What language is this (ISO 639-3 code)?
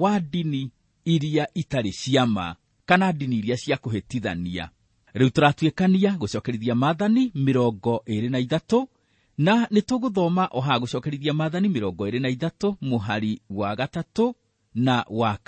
kik